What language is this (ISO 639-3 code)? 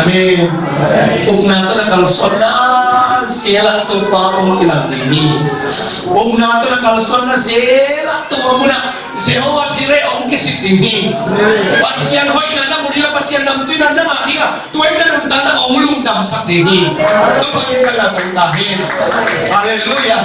ctd